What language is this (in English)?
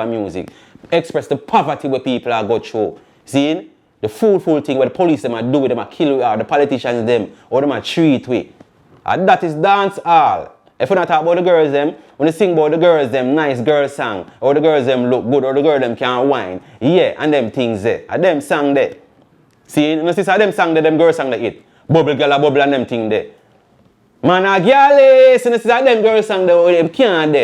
Jamaican Creole English